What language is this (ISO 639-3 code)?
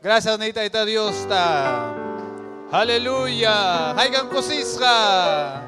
quy